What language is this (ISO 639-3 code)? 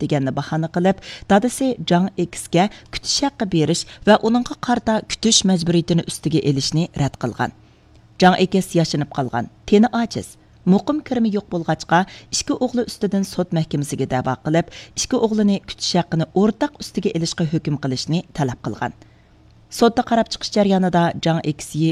uig